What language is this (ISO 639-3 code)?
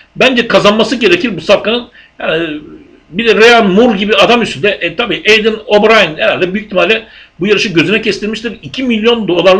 tur